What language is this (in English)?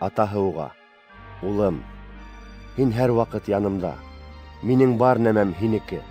Bashkir